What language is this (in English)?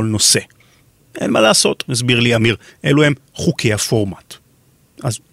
Hebrew